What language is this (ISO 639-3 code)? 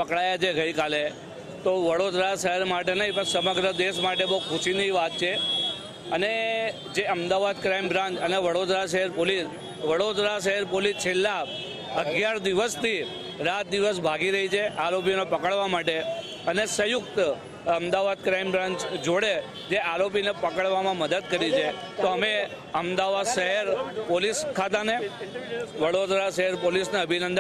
guj